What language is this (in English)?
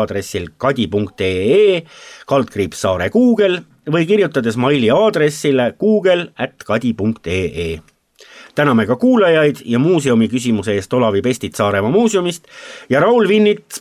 Estonian